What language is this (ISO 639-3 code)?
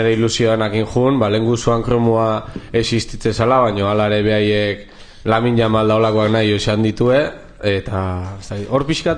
eus